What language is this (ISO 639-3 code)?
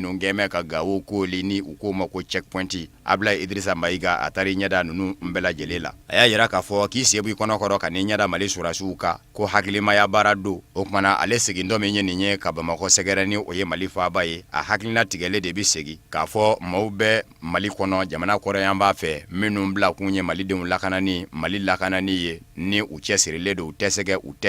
bam